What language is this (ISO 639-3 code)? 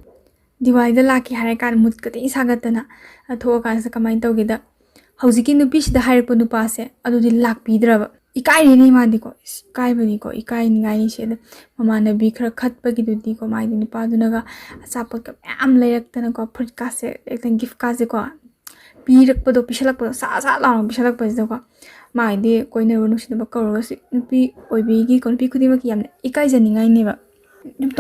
mni